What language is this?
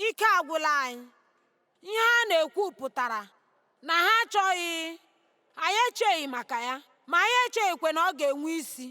Igbo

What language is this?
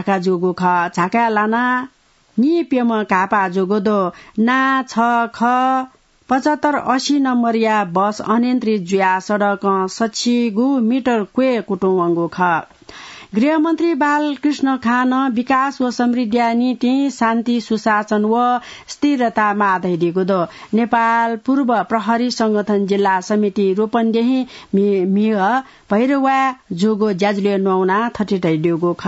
Newari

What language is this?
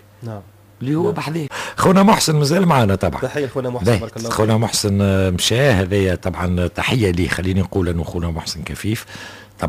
Tunisian Arabic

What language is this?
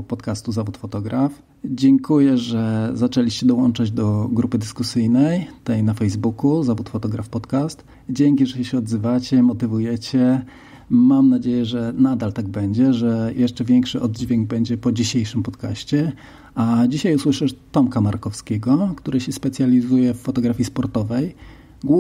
Polish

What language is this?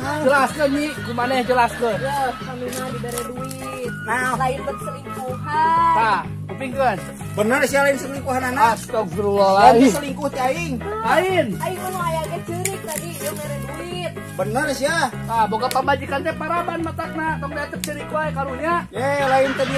Sundanese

